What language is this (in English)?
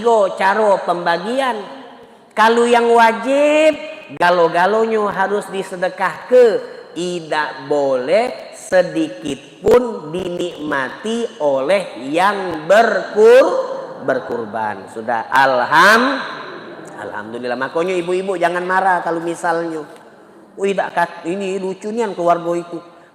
Musi